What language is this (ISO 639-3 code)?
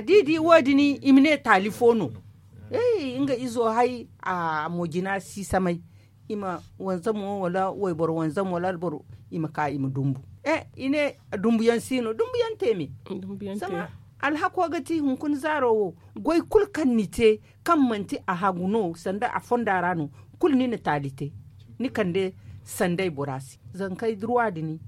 dje